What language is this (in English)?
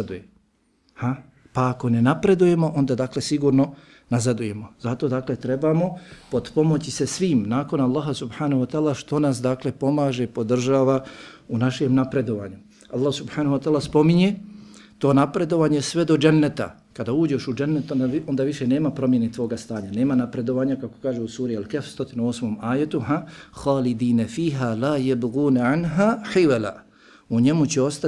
Bosnian